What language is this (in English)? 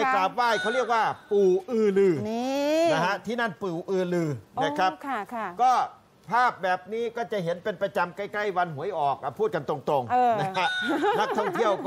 Thai